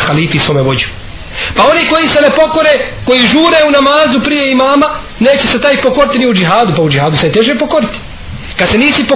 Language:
Bosnian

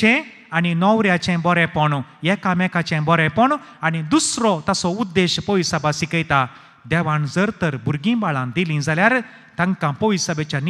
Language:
Konkani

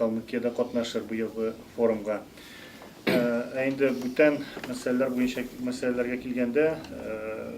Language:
Tatar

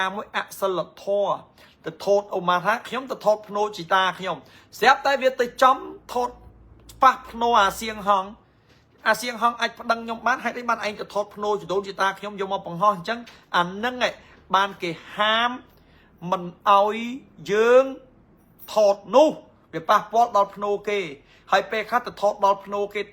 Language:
Khmer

